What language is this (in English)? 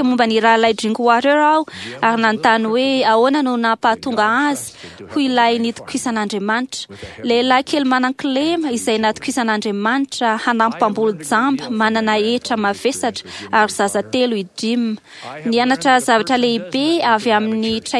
Malagasy